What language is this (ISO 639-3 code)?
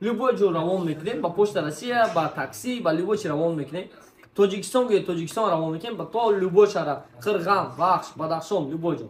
tgk